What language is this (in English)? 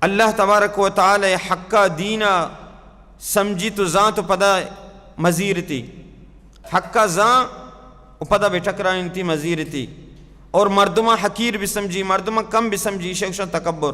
Baluchi